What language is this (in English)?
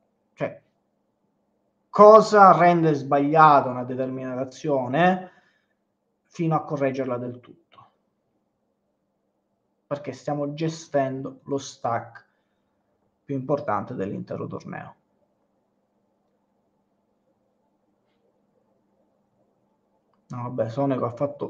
Italian